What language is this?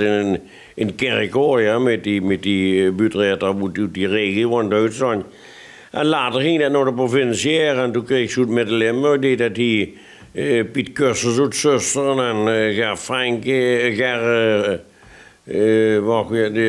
Limburgish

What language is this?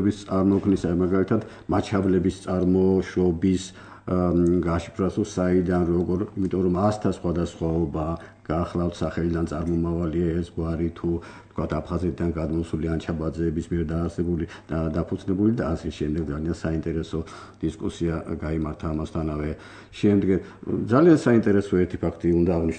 Georgian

